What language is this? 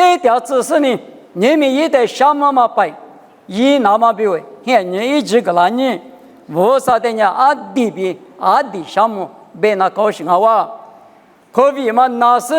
Lisu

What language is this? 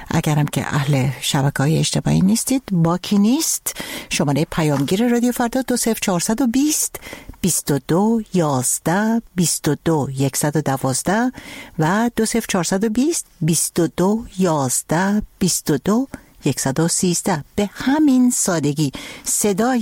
Persian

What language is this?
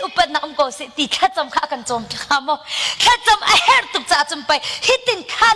Hakha Chin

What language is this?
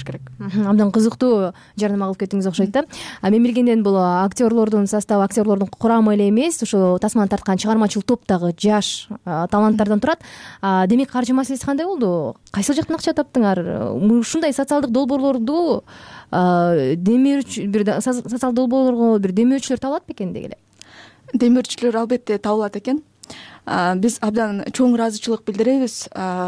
Kyrgyz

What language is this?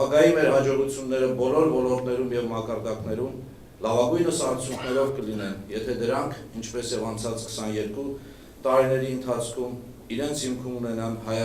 Western Armenian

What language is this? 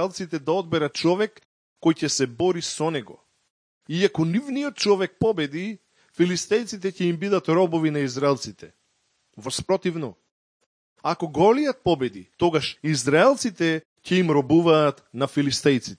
Macedonian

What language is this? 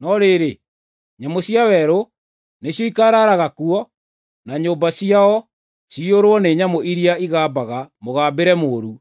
Kikuyu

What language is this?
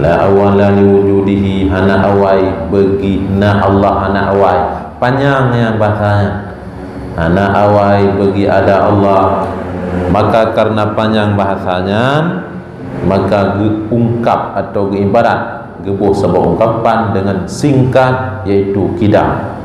Achinese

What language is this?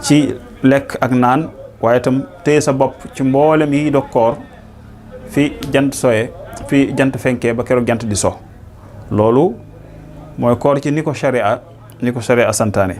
Wolof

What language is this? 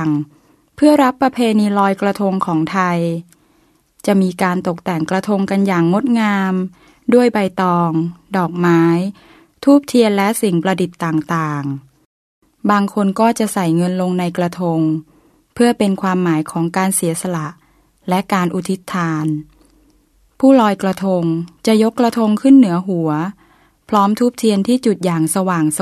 Thai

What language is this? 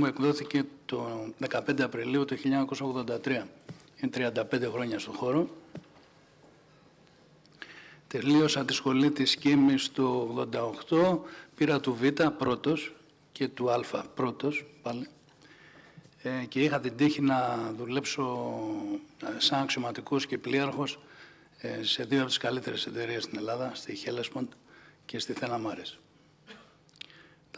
Greek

